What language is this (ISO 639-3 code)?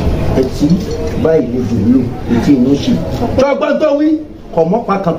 yor